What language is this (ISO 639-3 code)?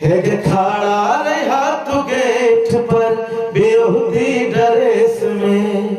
mai